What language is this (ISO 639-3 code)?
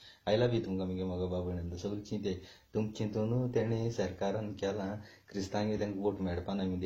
kok